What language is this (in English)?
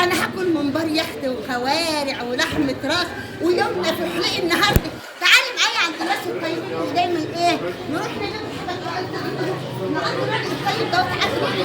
Egyptian Arabic